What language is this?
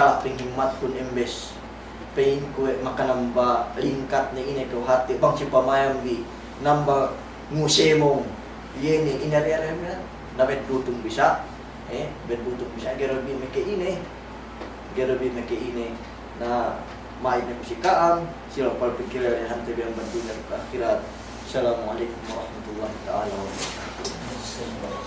Yakan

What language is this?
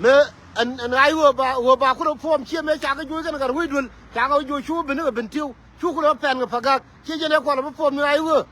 Nuer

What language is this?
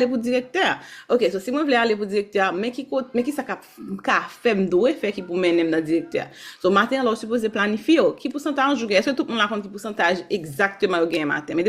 Haitian Creole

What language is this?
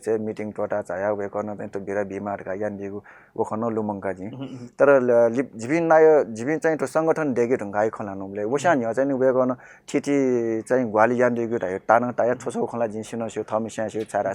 Newari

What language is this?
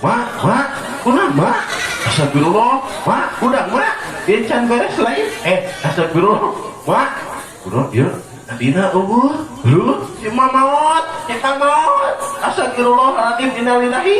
Sundanese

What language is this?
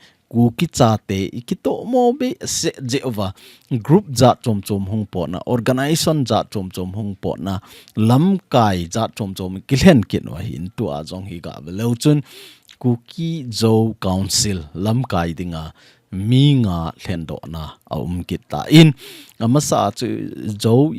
Thado Chin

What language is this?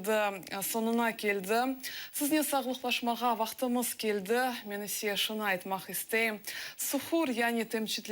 Crimean Tatar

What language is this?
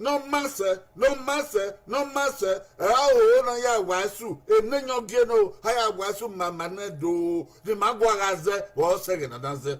Bini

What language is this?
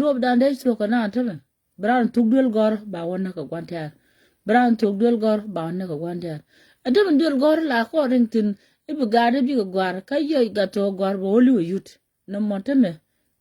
Nuer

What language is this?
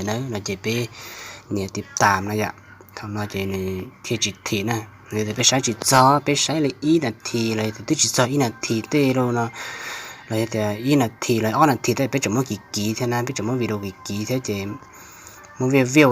Hmong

